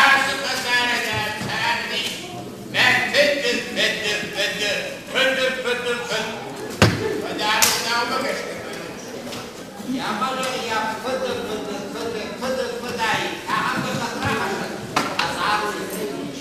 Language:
Ossetic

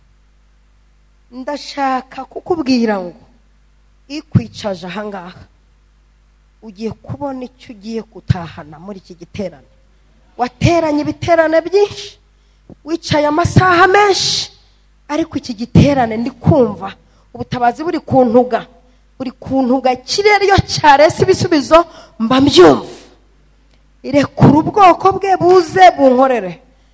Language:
Kinyarwanda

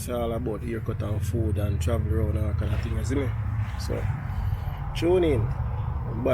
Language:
Jamaican Creole English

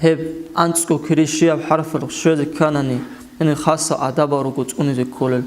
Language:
Avaric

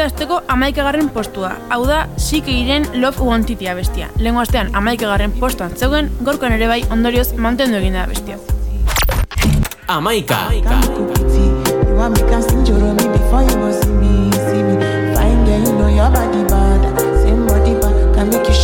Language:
Basque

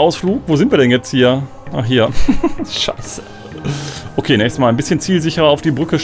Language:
German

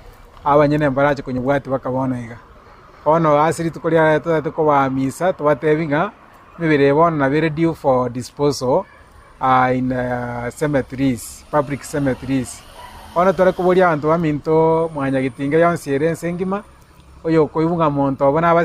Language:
Gusii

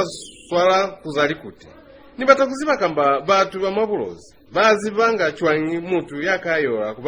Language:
Lozi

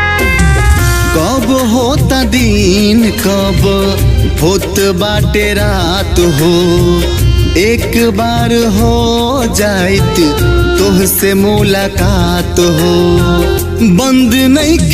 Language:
Bhojpuri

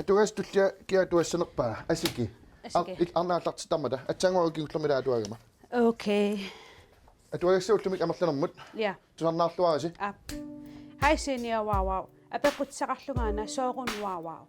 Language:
Kalaallisut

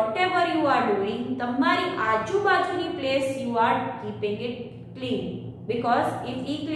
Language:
Gujarati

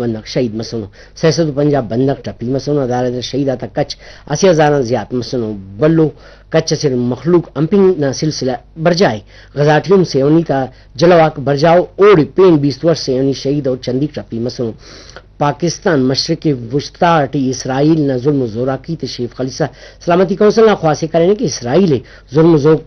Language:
Brahui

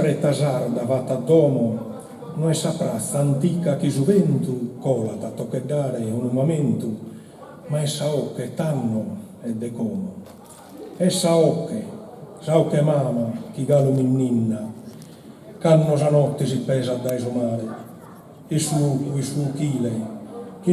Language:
Sardinian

